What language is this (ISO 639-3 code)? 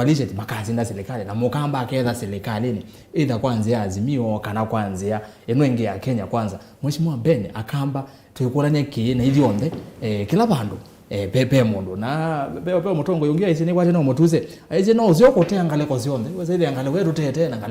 kam